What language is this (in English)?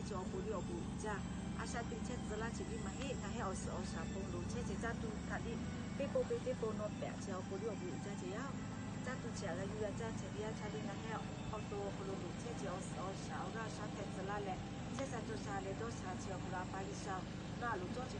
Lahu